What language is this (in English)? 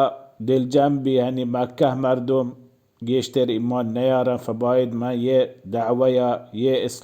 Baluchi